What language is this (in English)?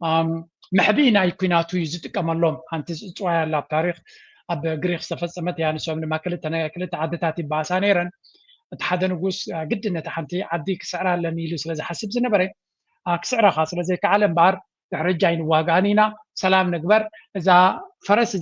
Tigrinya